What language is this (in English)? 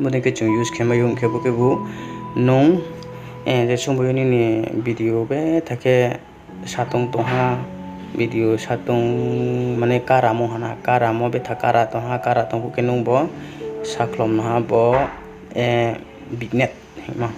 Riang (India)